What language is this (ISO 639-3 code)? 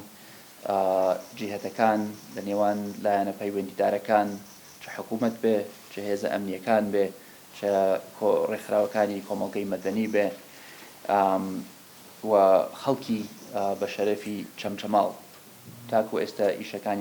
ckb